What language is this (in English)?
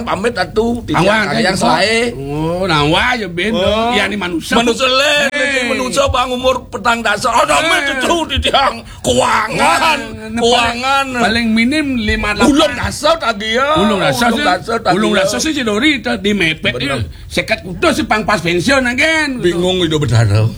Balinese